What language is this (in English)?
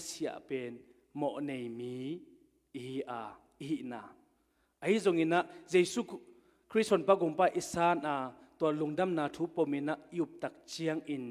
Tedim Chin